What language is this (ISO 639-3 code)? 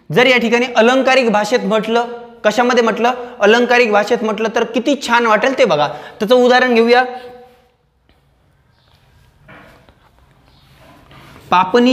mar